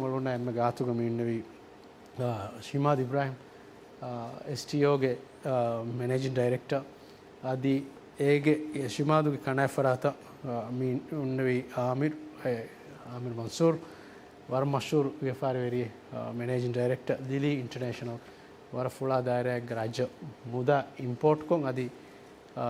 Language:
Divehi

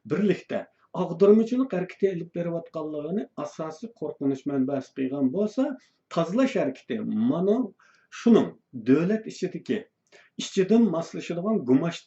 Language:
Uyghur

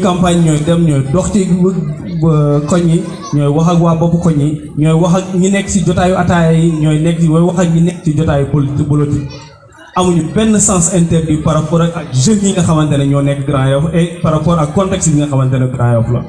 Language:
Wolof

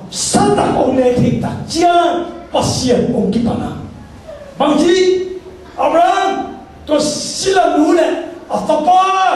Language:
Tedim Chin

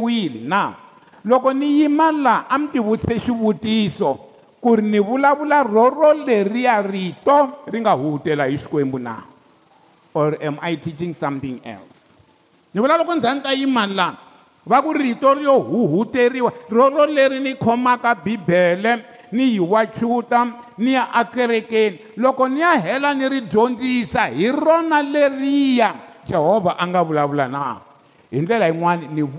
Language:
Tsonga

